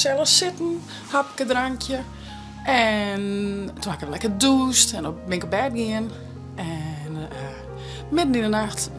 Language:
Western Frisian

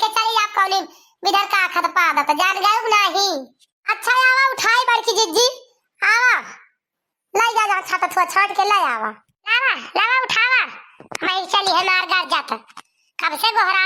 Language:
Awadhi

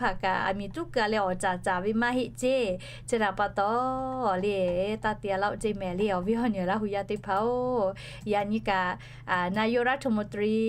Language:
Lahu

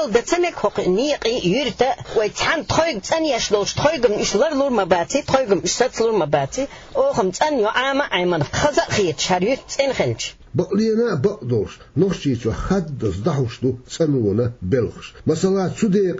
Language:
Chechen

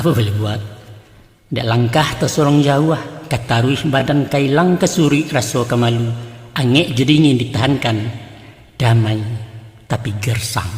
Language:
Minangkabau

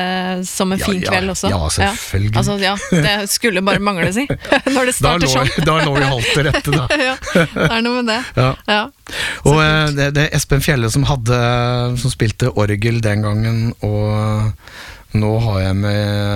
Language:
Norwegian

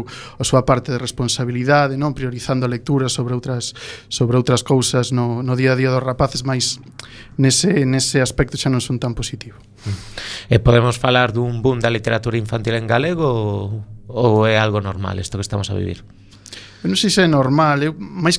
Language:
Galician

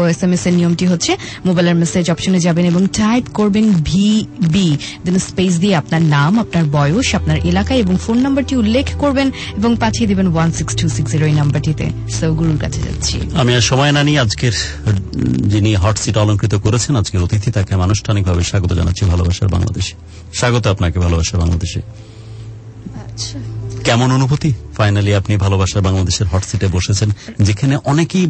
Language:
Bangla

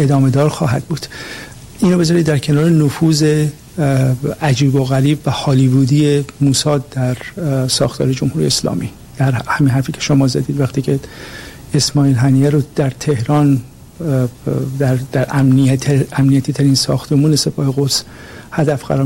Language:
Persian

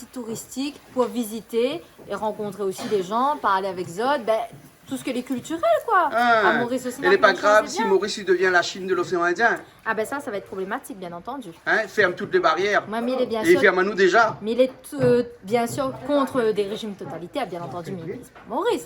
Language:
Réunion Creole French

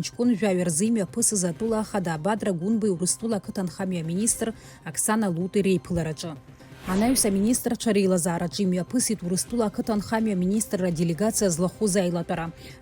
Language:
Abkhazian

